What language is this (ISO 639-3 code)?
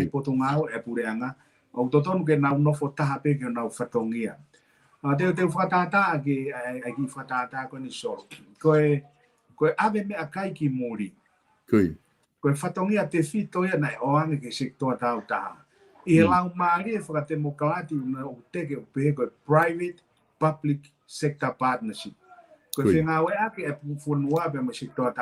ton